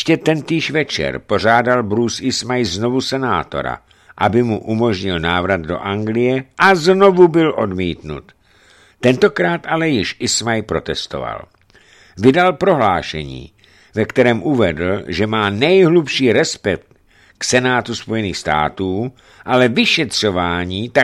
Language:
Czech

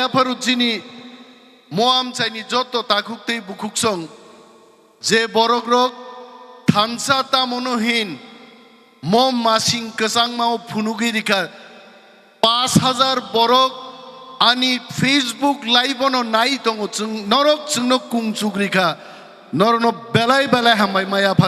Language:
Kok Borok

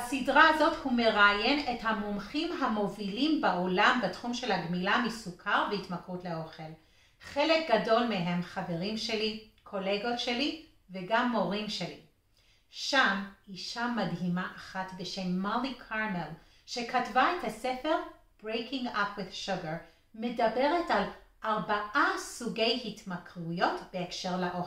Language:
Hebrew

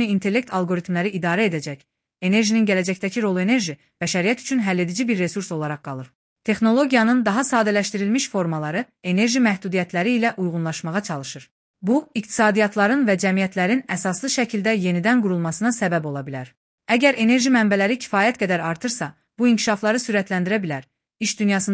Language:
Azerbaijani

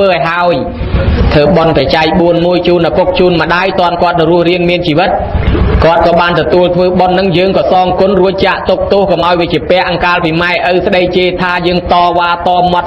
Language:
Khmer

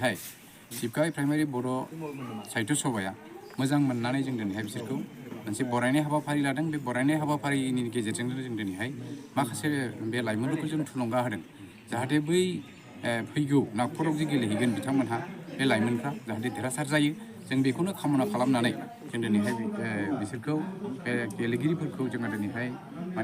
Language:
Bodo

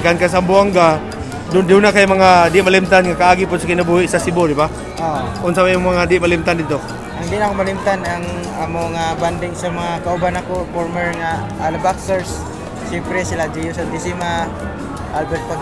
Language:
Cebuano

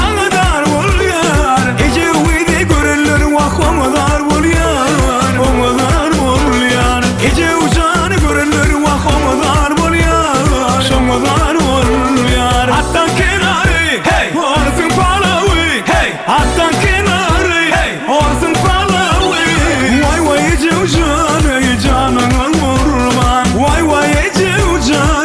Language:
Turkmen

